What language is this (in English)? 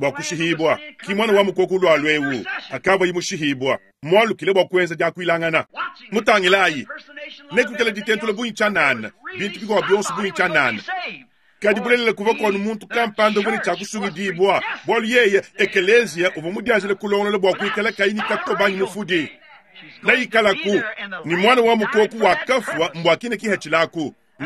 Luba-Lulua